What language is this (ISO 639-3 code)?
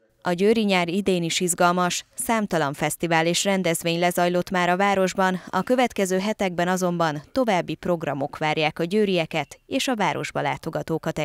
hun